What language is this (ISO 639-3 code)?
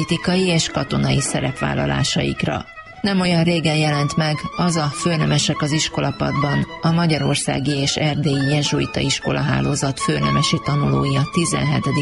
hun